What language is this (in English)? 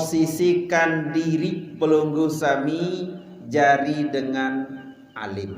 Sasak